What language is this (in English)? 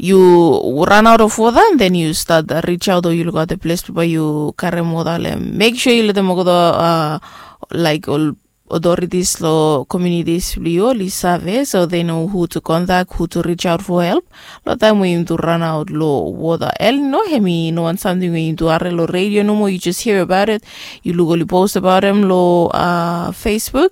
Bislama